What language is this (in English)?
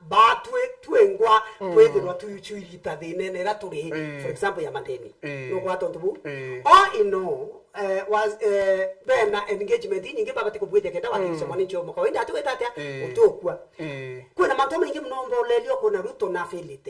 Meru